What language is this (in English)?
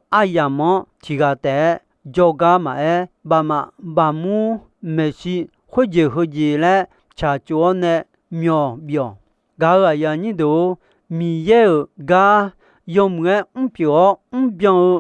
Akha